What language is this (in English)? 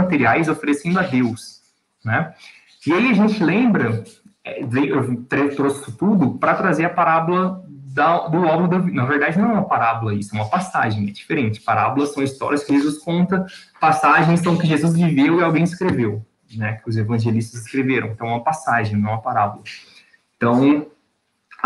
Portuguese